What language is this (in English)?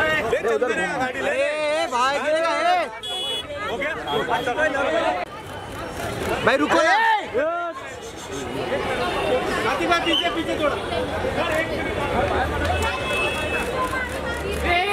Hindi